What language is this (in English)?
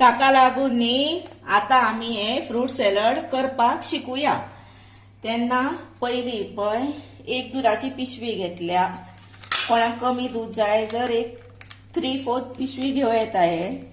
Konkani